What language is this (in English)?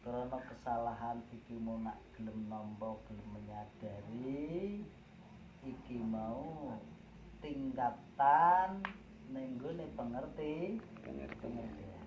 Javanese